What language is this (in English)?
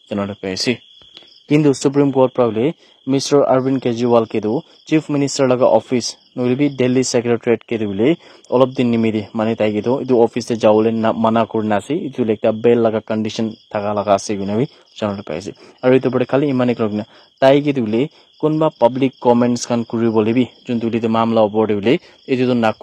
Naga Pidgin